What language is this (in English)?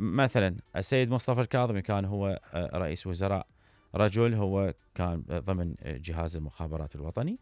Mesopotamian Arabic